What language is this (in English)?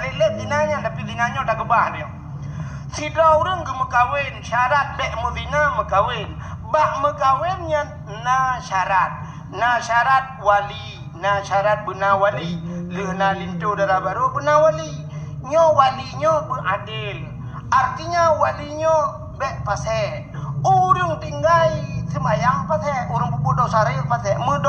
Achinese